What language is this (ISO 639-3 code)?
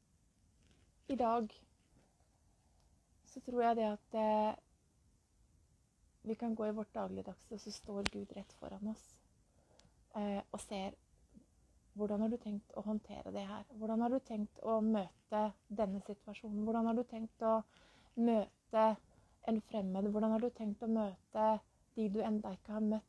nor